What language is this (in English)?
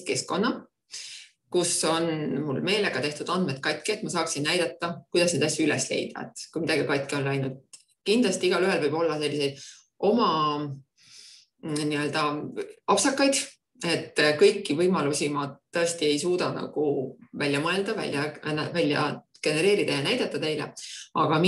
Estonian